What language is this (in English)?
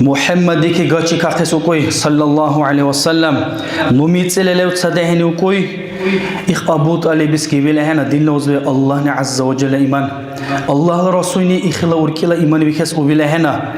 Dargwa